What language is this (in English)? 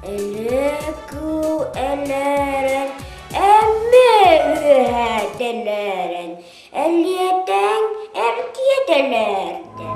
Yakut